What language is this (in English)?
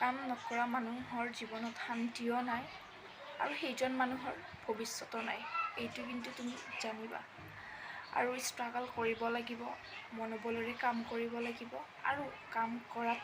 Assamese